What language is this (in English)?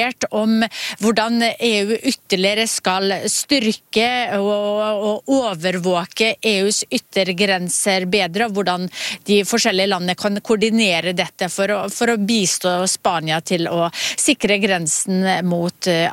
Norwegian